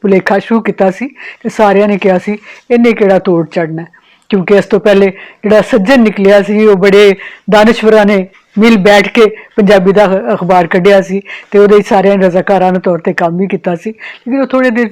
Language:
Western Panjabi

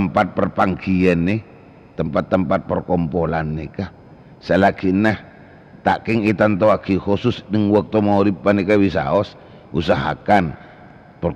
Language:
Madurese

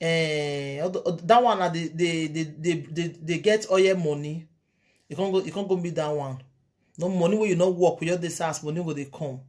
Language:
Nigerian Pidgin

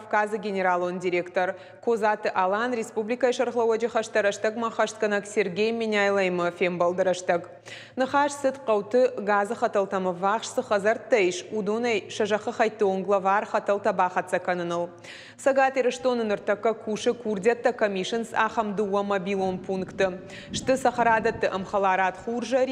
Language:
Ossetic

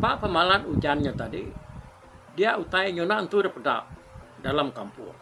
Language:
Iban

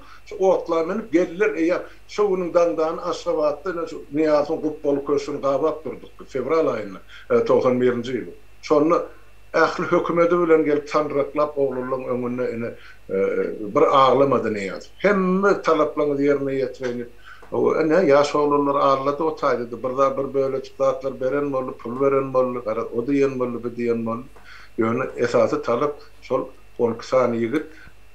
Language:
Turkmen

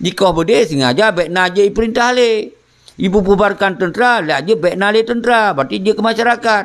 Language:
Achinese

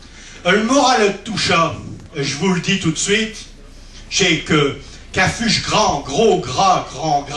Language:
Picard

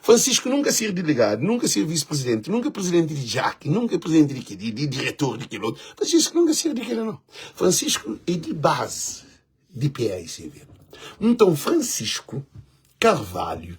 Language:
Kabuverdianu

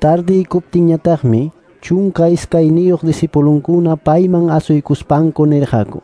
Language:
Quechua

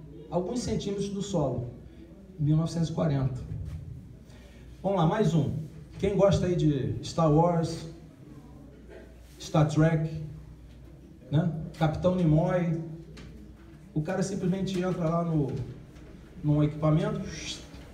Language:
Portuguese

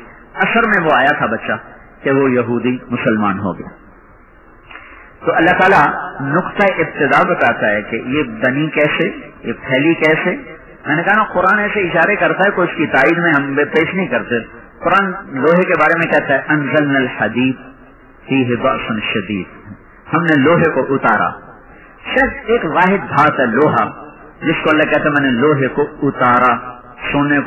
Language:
Urdu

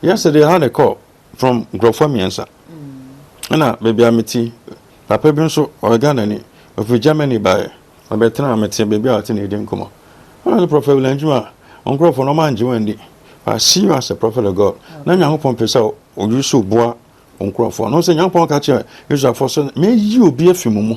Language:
Akan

